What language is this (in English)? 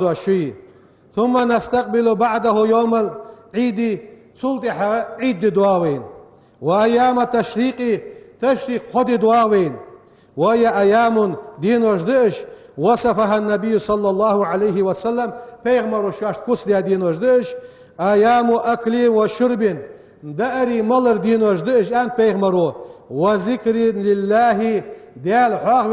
Ingush